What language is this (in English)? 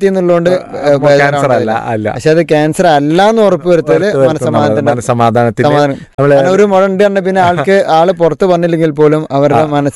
Malayalam